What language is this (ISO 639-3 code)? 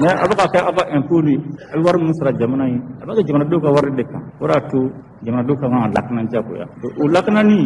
bam